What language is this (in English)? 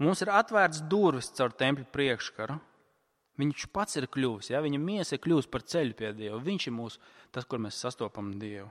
Latvian